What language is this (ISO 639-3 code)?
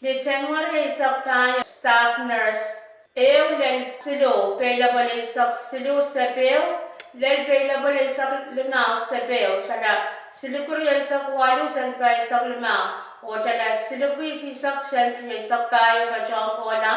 pon